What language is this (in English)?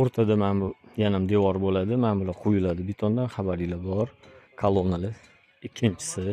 Uzbek